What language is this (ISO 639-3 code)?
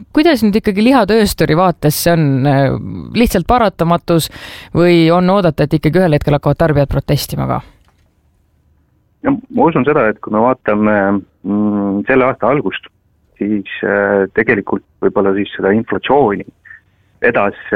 est